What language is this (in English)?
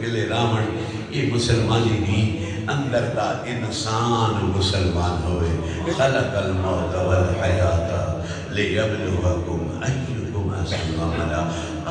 Saraiki